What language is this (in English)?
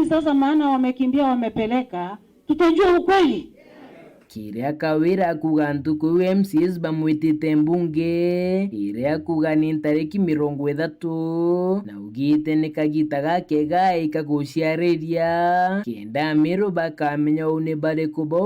Meru